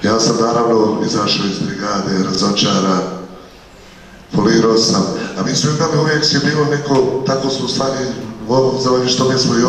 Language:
Bosnian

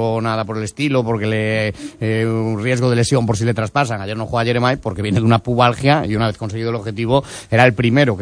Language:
Spanish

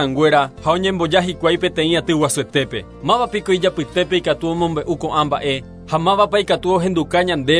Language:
Guarani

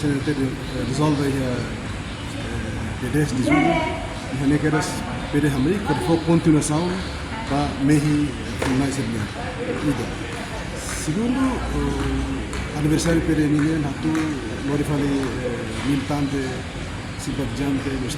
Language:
Tetum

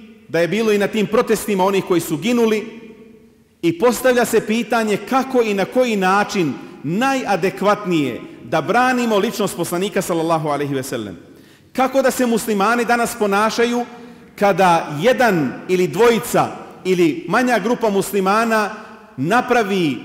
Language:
Bosnian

